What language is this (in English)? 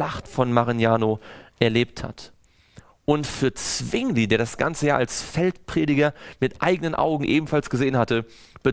German